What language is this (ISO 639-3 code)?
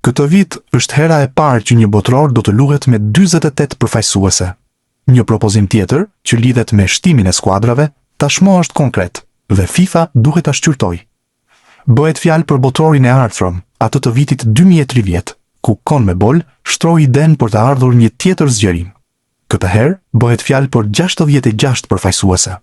sqi